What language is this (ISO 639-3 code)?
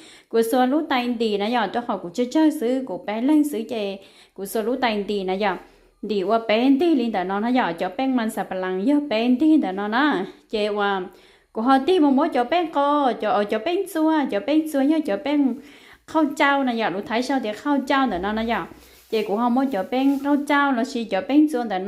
hmn